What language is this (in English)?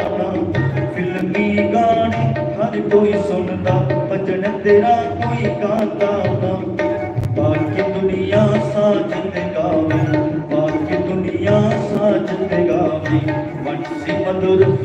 Dogri